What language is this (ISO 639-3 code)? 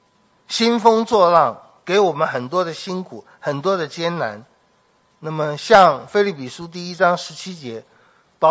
zho